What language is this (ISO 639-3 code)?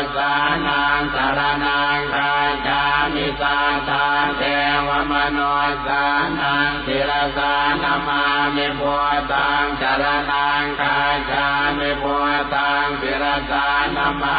pli